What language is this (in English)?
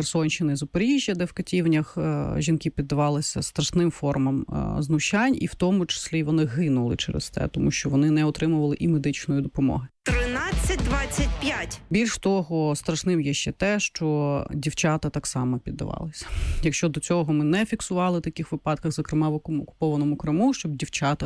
Ukrainian